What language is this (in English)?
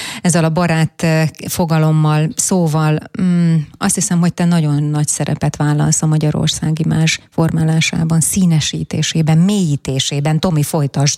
Hungarian